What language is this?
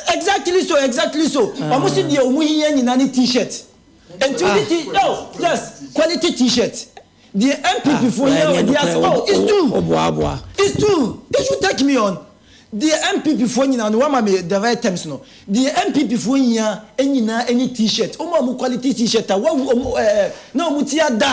Akan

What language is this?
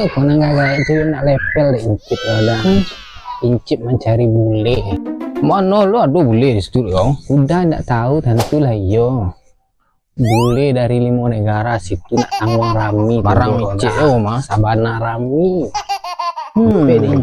Minangkabau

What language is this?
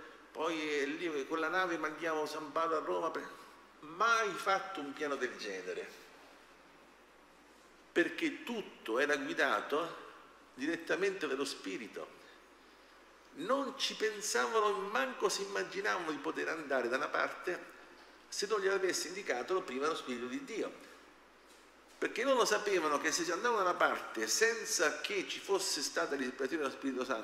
Italian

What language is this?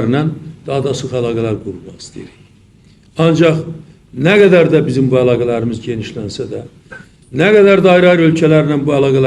Azerbaijani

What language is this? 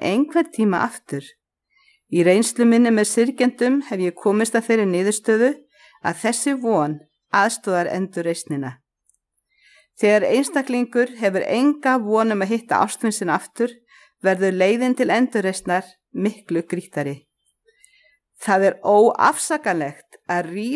Icelandic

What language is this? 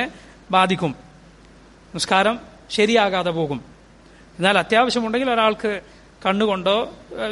Malayalam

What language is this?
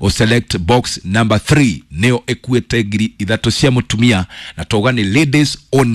Kikuyu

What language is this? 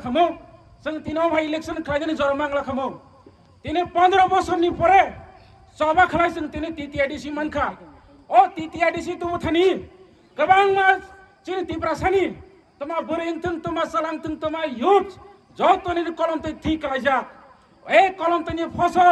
Kok Borok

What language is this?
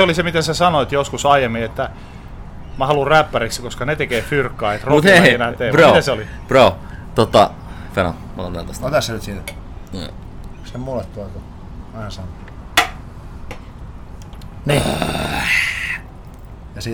Finnish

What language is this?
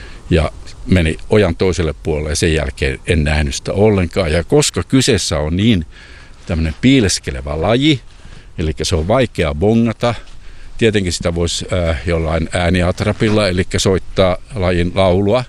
Finnish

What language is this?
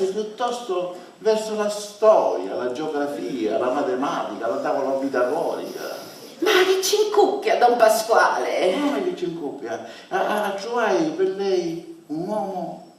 Sicilian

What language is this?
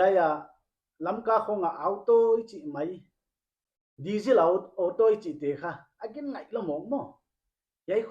Paite Chin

